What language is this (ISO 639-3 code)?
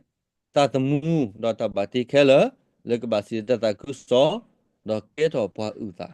ksw